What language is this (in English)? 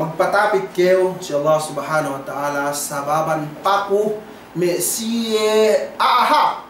Yakan